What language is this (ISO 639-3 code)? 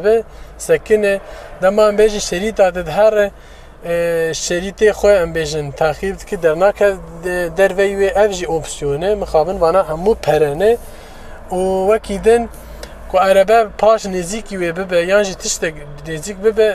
kur